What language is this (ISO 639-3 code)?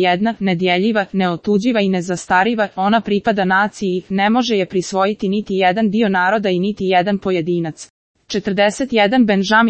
srp